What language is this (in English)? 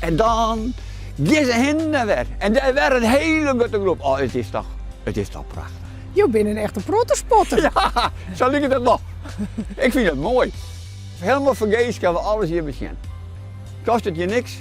Western Frisian